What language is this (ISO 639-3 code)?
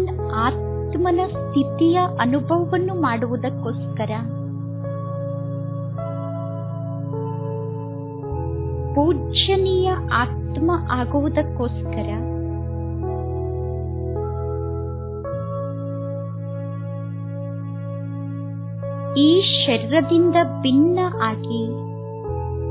kan